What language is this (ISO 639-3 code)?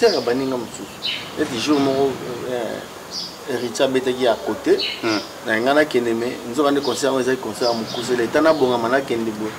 lin